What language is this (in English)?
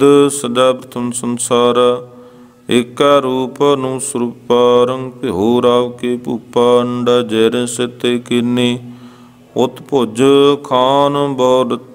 Punjabi